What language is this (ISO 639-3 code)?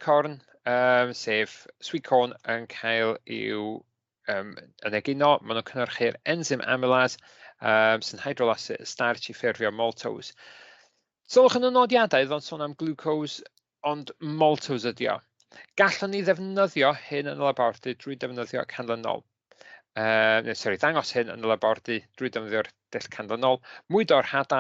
cym